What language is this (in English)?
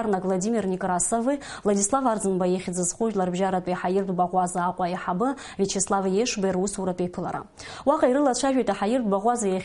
Abkhazian